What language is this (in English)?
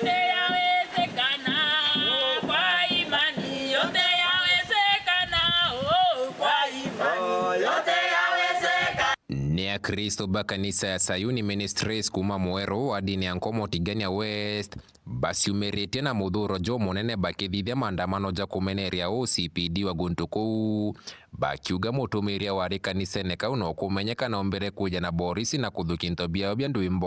Meru